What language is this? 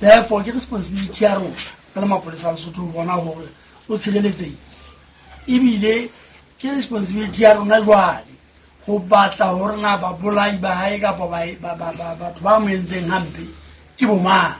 Southern Sotho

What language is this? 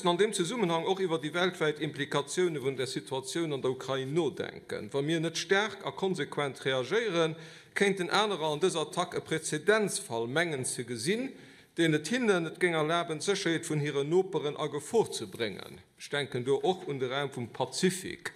Luxembourgish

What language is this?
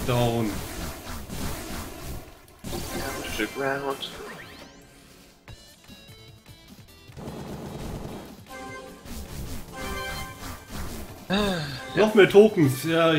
German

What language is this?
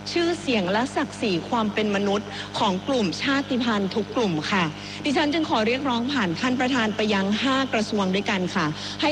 Thai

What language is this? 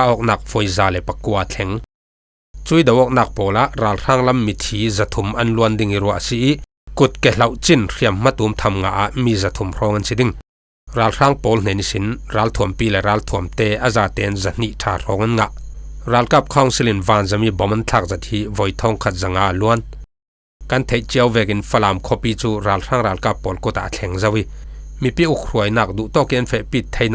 Falam Chin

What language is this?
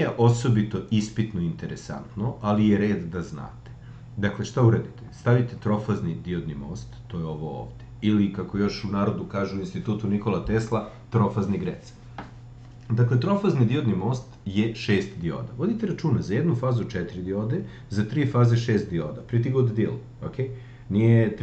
Serbian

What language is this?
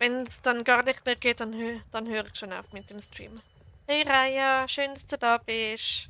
Swiss German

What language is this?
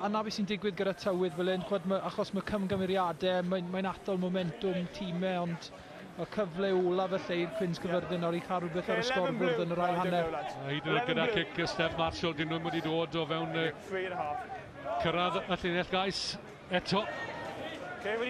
Welsh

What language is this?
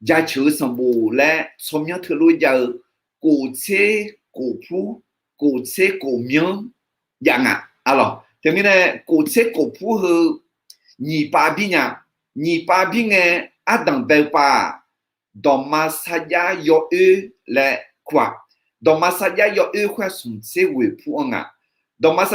Akha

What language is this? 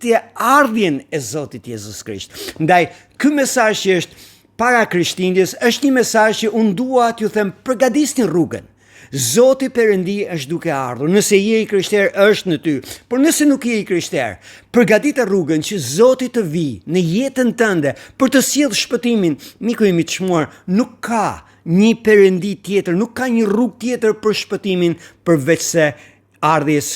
Albanian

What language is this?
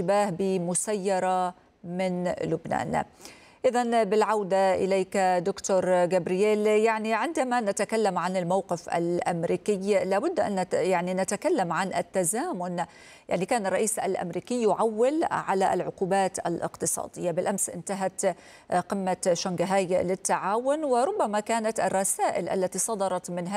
Arabic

